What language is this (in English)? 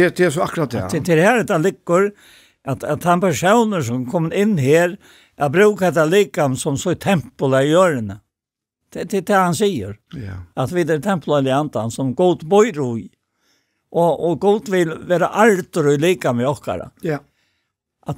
Faroese